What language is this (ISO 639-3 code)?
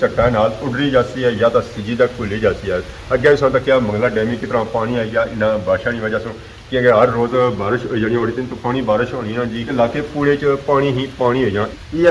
phr